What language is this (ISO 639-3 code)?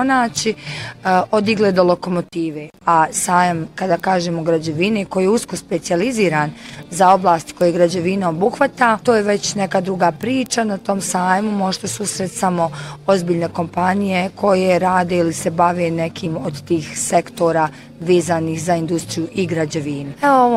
bos